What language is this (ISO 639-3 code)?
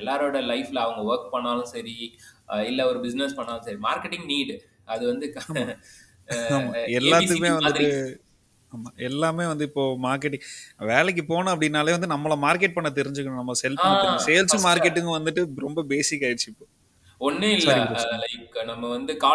tam